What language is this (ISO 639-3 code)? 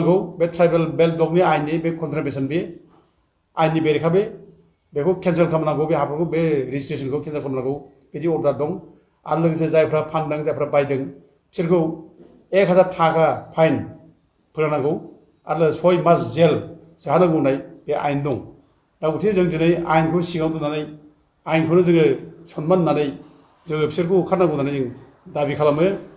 brx